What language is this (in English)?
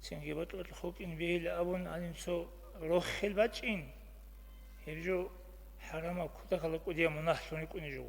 Avaric